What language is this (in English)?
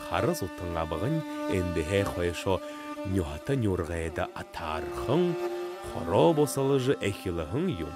Buriat